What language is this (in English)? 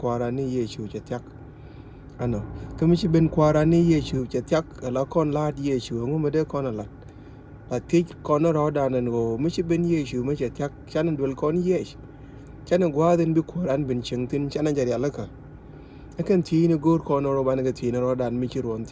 Nuer